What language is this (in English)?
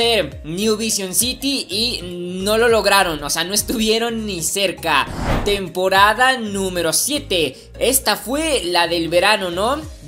Spanish